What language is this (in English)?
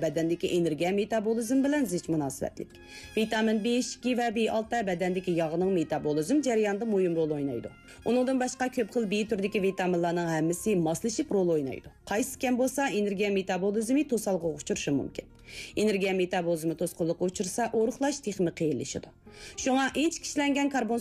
Uyghur